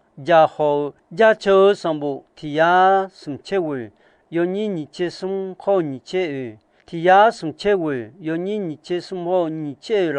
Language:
Akha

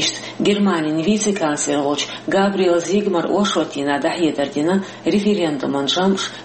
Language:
Chechen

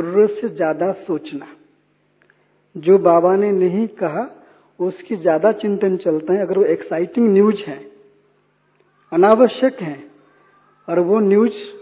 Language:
Hindi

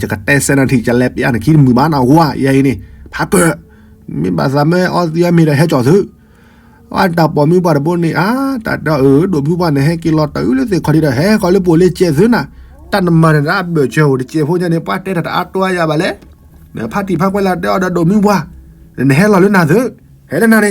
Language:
S'gaw Karen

